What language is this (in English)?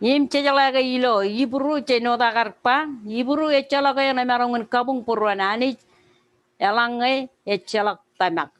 Marshallese